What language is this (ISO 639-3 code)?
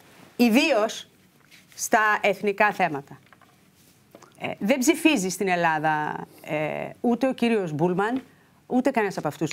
ell